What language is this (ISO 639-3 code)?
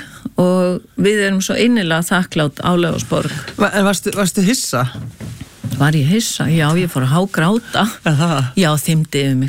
isl